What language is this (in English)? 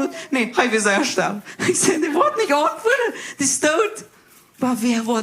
Plautdietsch